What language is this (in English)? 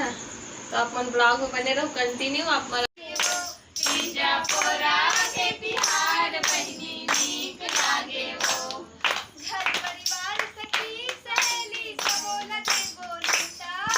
Chhattisgarhi